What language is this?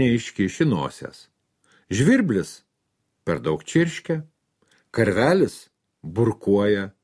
Lithuanian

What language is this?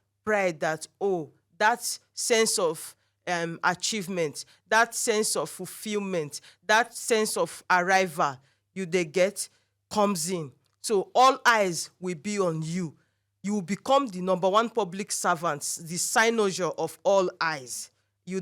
Nigerian Pidgin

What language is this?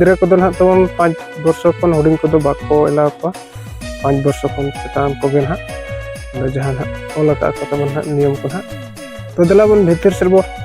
Santali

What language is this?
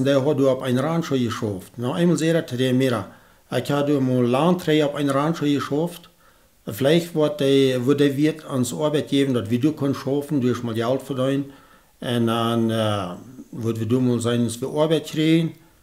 Plautdietsch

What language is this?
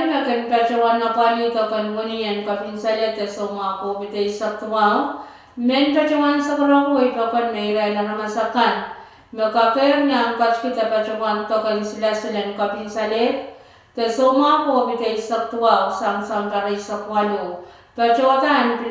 Pohnpeian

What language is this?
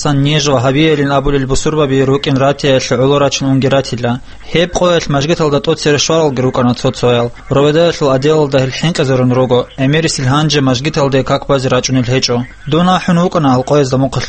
Avaric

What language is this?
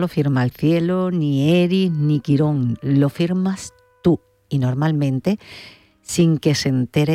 Spanish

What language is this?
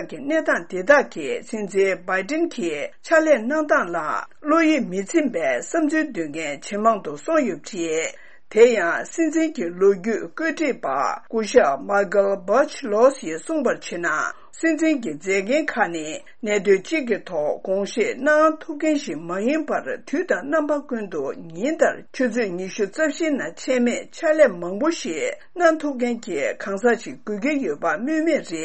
Tibetan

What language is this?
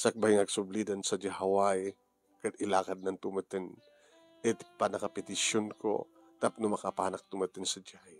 Iloko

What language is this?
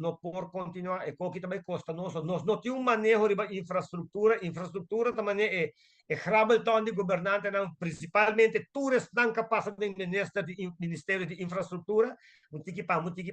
Papiamento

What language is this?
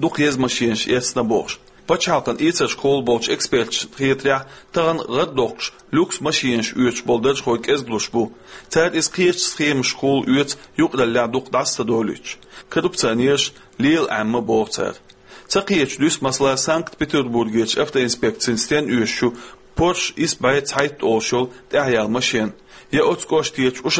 Chechen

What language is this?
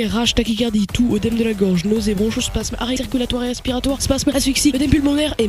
French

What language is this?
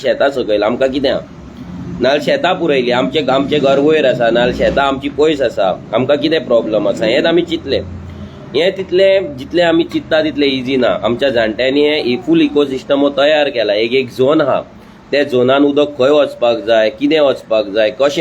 Konkani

